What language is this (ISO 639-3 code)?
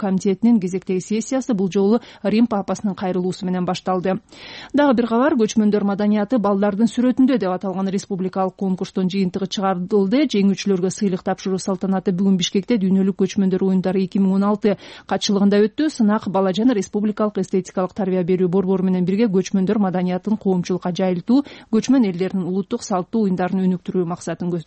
kir